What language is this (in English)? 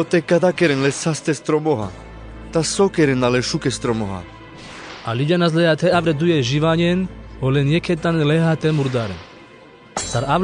Carpathian Romani